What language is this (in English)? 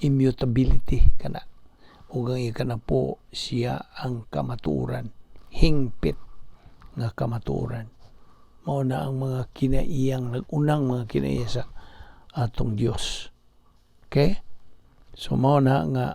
Cebuano